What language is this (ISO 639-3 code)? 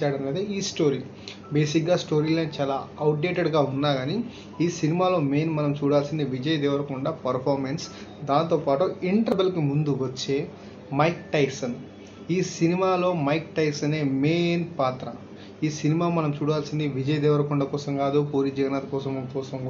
tel